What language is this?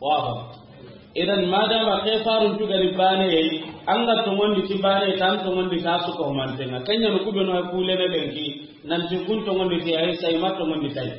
Soninke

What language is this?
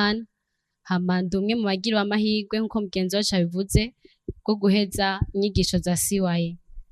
Rundi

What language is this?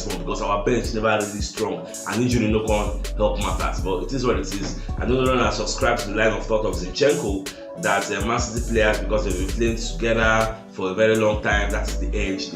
Nigerian Pidgin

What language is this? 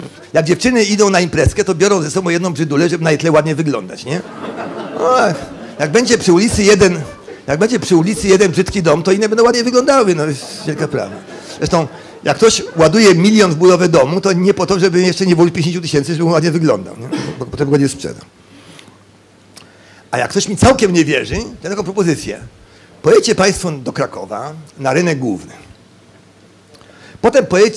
Polish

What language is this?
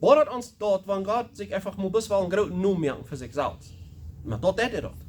Plautdietsch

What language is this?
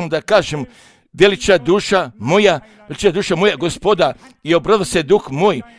Croatian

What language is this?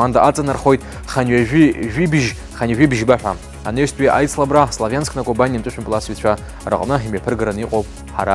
Abkhazian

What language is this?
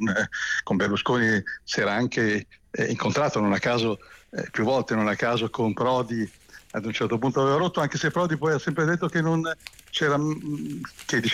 Italian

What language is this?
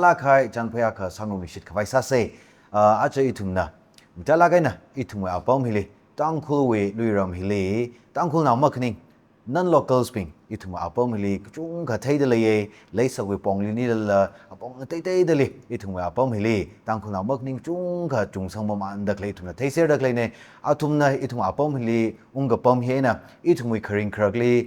Tangkhul Naga (India)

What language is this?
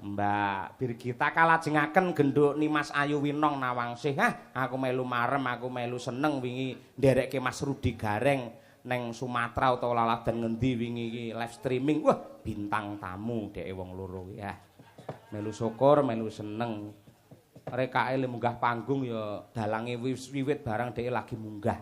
Javanese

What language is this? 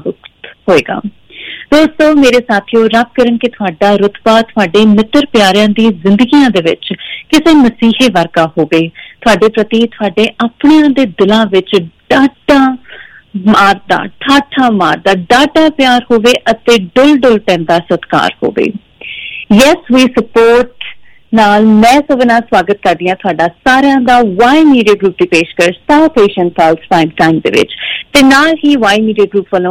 Punjabi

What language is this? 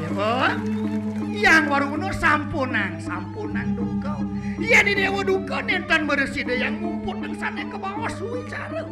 Balinese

